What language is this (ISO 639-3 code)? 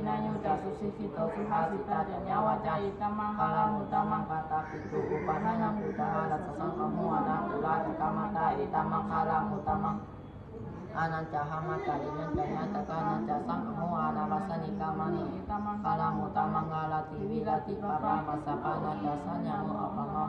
pli